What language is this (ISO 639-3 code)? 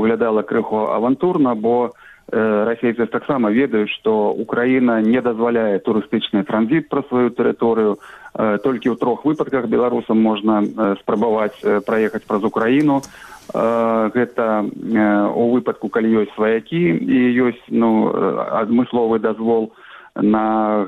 bel